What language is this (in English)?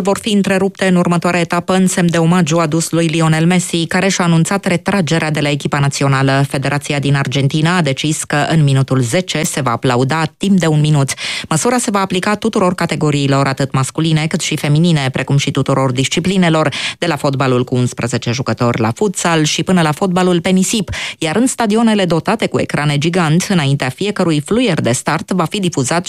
Romanian